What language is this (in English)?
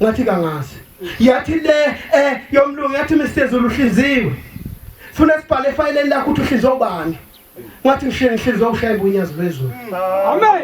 Zulu